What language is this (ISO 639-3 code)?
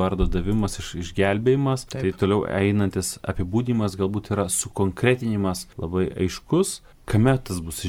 lit